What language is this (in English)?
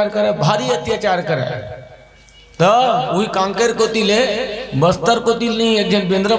Chhattisgarhi